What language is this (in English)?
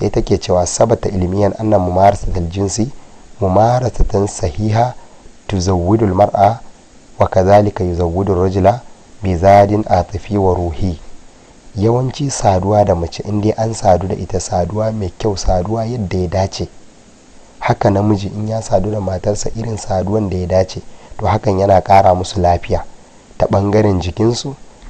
Hausa